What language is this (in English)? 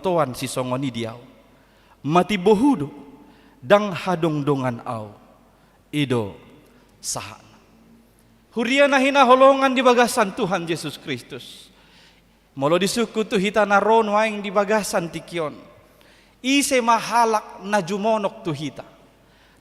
Batak Toba